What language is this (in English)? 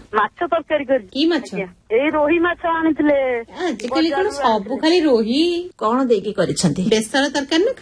Odia